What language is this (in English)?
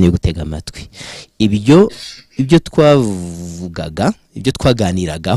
Kinyarwanda